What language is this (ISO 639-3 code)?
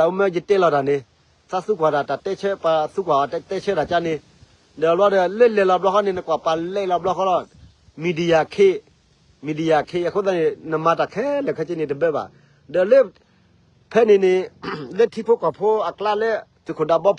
ksw